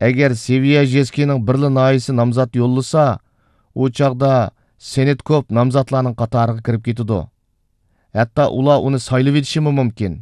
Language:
Uyghur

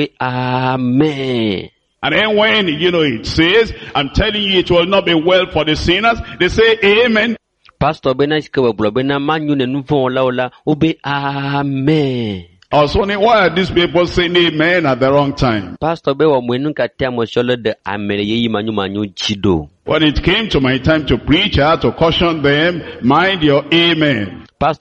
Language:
Ewe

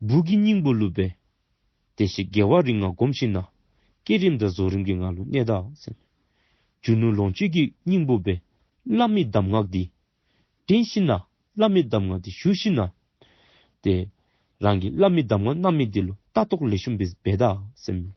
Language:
Dzongkha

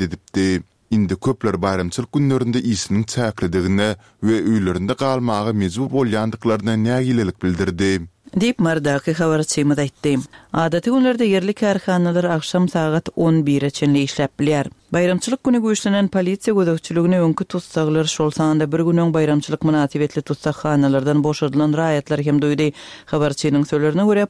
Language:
Turkmen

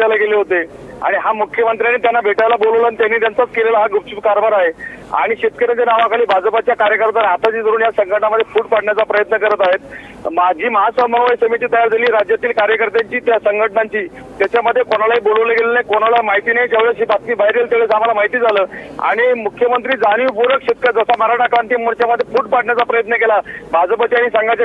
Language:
Marathi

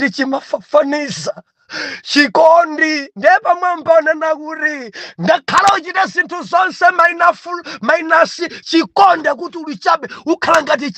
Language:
Nyanja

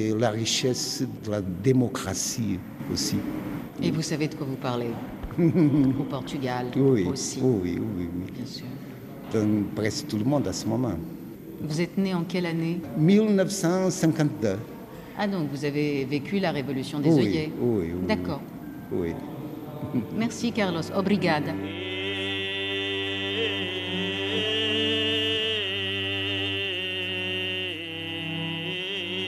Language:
French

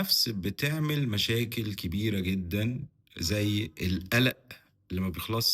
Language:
Egyptian Arabic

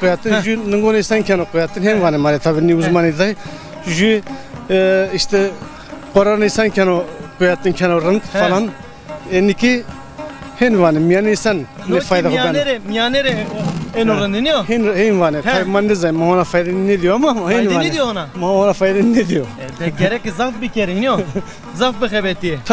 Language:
Zaza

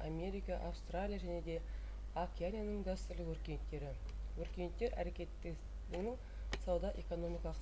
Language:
Kazakh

